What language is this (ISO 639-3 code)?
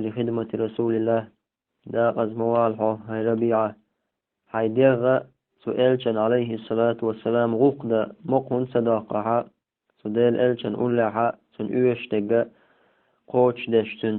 che